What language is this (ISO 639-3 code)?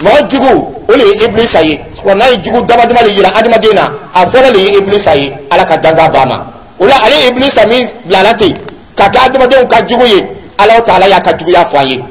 dyu